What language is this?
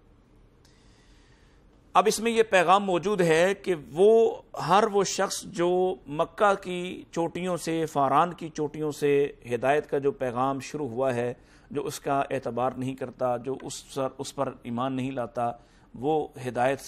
Urdu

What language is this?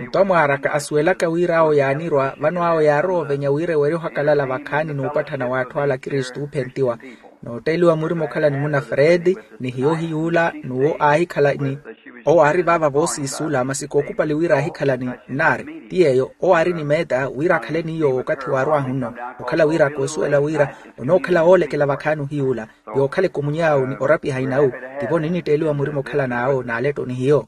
Makhuwa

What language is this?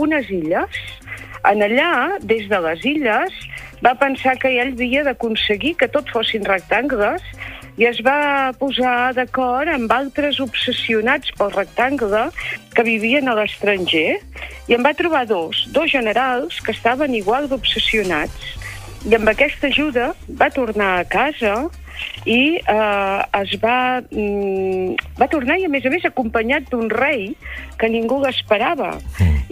Catalan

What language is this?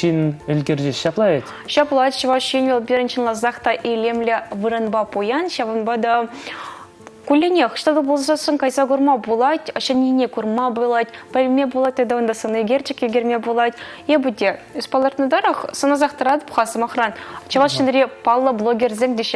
Chuvash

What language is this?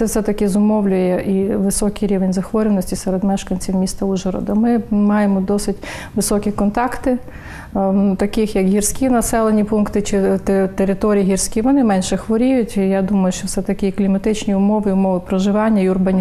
Ukrainian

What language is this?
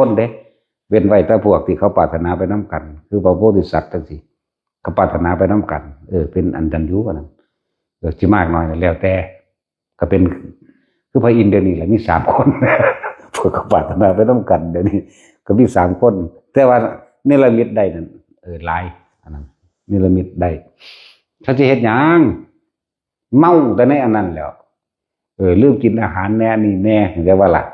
Northeastern Thai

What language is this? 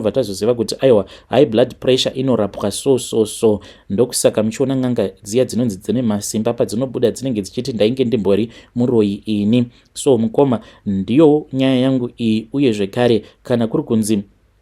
Shona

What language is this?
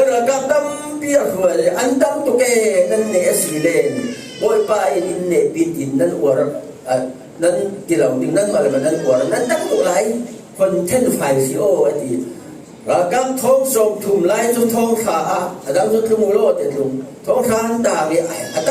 Falam Chin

